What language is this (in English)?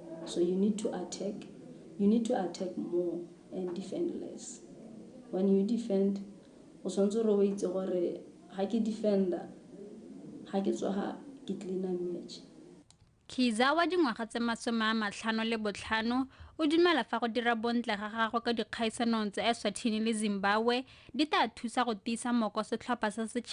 Tswana